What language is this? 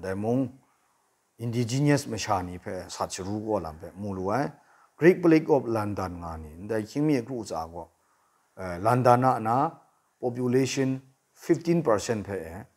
Kachin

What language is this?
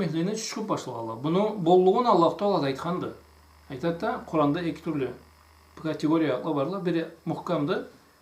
Karachay-Balkar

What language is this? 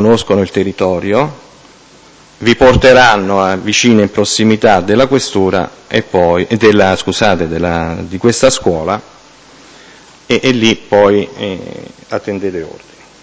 Italian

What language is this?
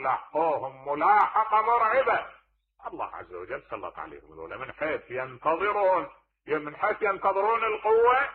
Mesopotamian Arabic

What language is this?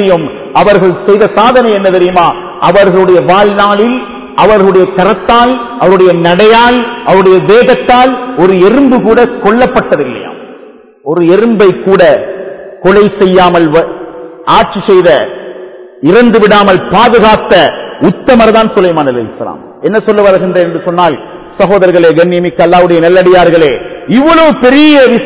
Tamil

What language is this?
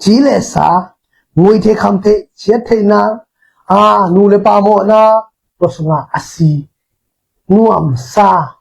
Tedim Chin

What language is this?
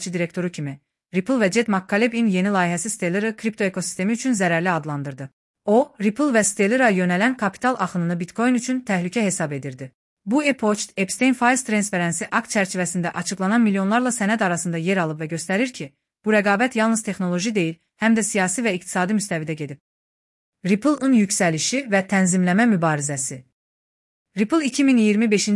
Azerbaijani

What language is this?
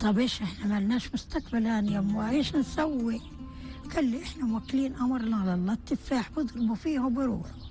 North Levantine Arabic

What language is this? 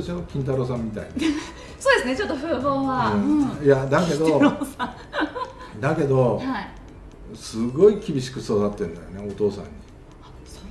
Japanese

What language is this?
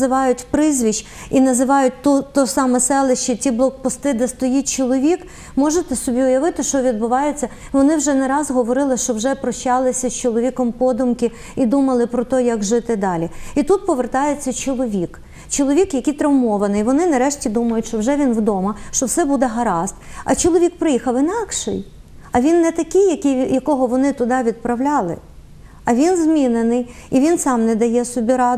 Ukrainian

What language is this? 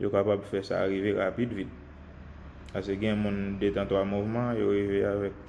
Haitian Creole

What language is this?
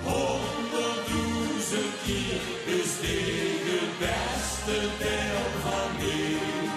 Limburgish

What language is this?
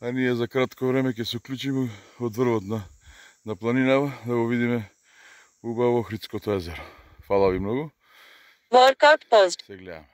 Macedonian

